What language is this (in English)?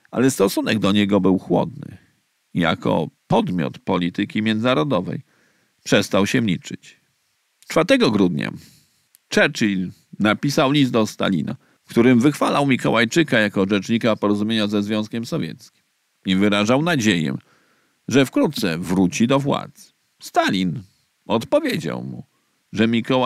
Polish